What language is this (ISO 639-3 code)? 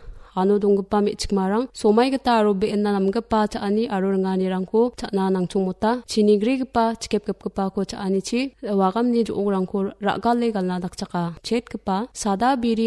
grt